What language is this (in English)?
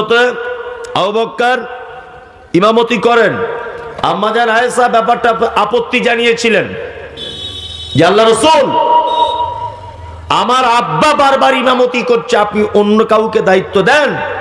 Bangla